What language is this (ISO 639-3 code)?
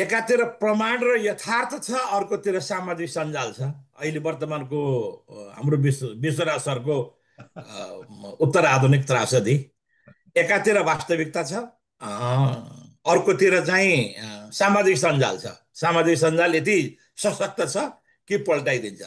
nep